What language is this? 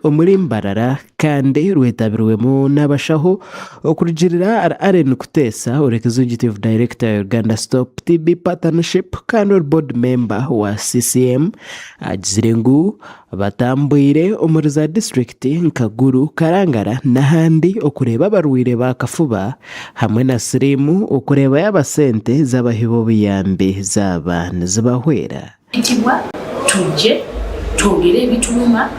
Nyankole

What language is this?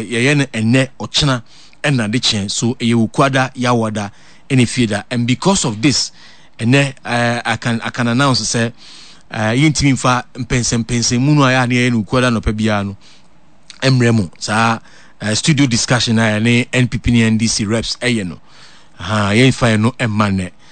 Akan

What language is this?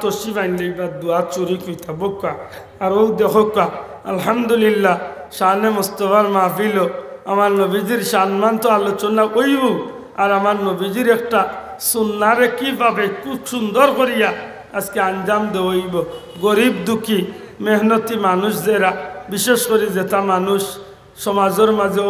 Sylheti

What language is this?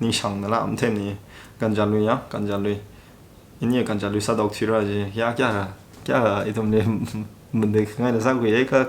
Tangkhul Naga (India)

